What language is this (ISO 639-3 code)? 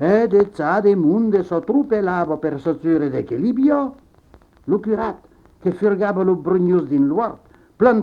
oci